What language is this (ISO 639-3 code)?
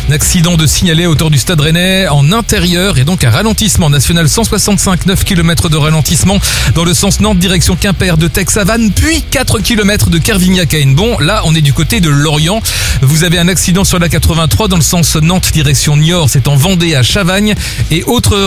fra